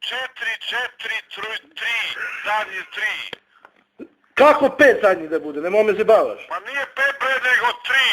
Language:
Bosnian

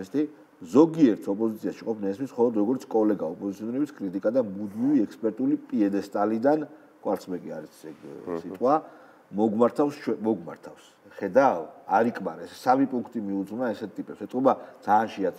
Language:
Georgian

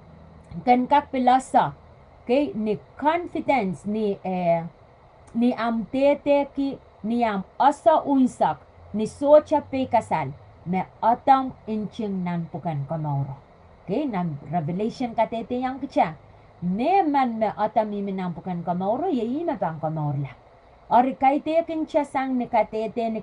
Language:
Pohnpeian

